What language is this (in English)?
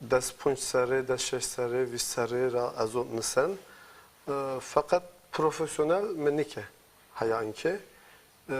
Zaza